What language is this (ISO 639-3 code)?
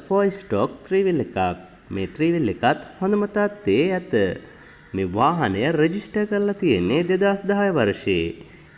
sin